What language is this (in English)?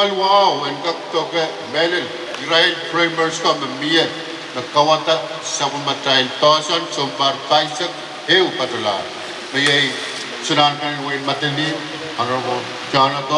Pohnpeian